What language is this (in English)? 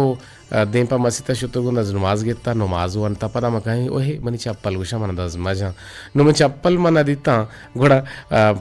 Eastern Balochi